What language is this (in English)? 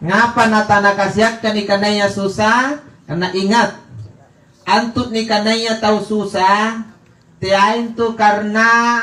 Makasar